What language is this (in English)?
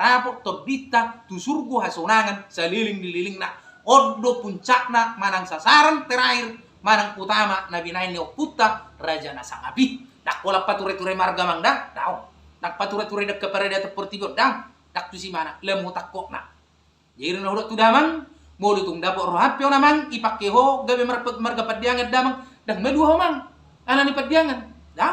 Batak Toba